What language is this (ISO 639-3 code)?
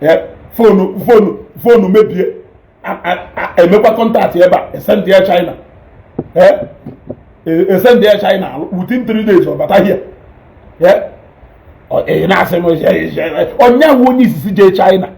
ibo